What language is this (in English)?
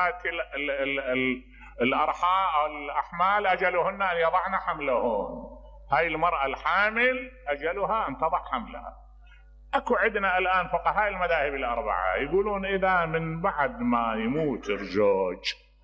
Mesopotamian Arabic